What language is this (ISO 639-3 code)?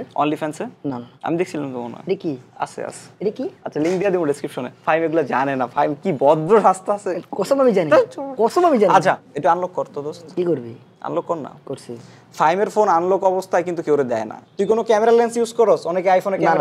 ben